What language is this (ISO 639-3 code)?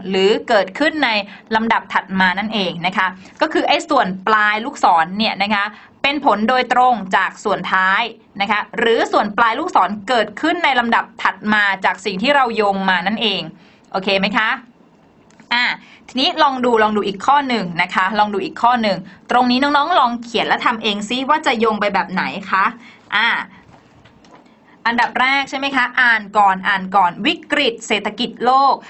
tha